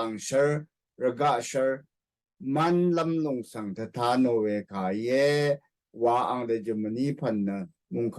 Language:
Rawang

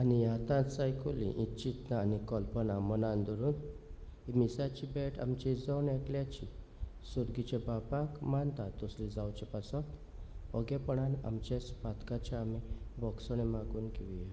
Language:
Konkani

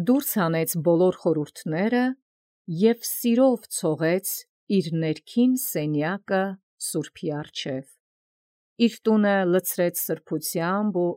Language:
Armenian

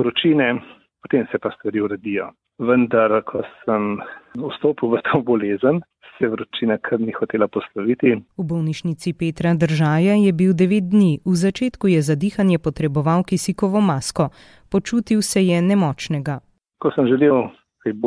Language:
Slovenian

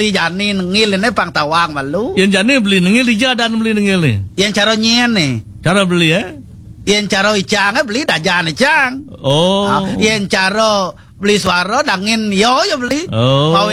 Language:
Balinese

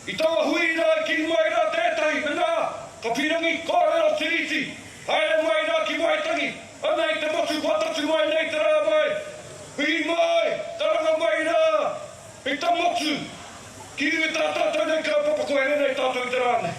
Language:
Māori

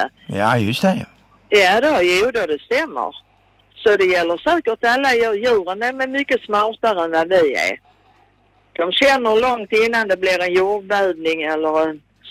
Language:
Swedish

